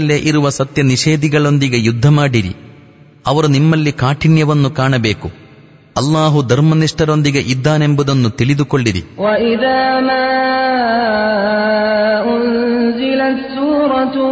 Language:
Kannada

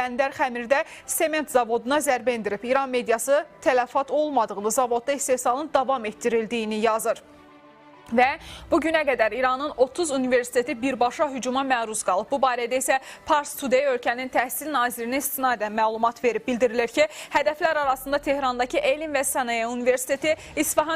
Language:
Azerbaijani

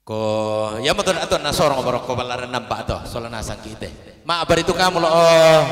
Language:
Toraja-Sa'dan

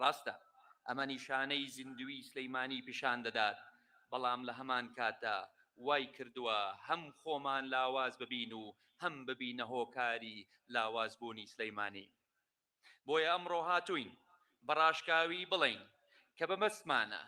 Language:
Central Kurdish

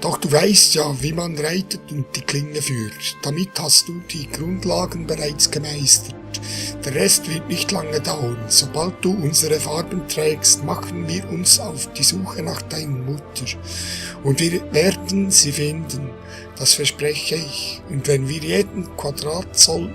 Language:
Swiss German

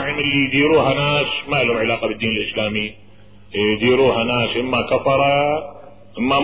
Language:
Mesopotamian Arabic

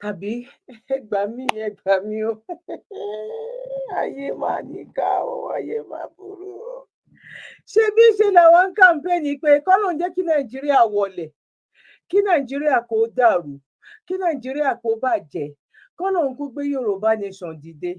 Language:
Yoruba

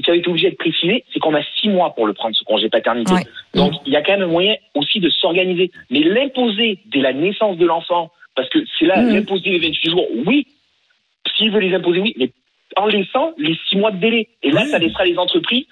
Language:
French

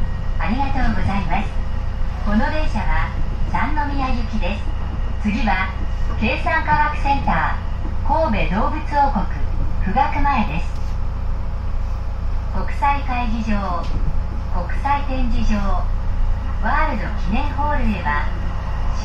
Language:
Japanese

